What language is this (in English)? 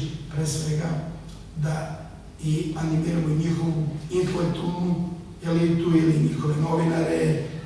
Serbian